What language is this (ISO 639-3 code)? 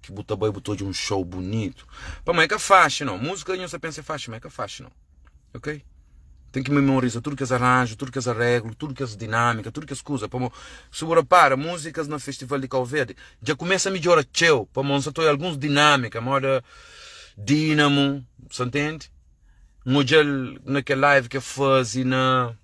kea